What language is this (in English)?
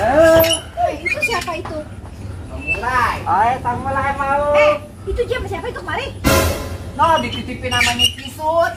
Betawi